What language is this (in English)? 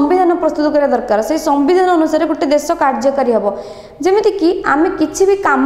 Odia